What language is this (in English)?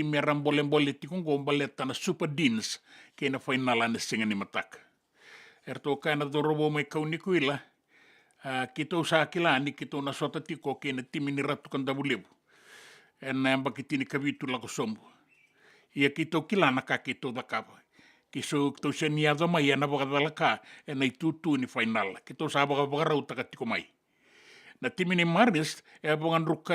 Fijian